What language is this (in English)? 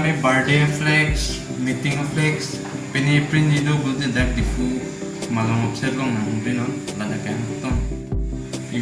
Karbi